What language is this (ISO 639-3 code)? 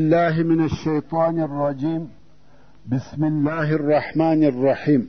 pus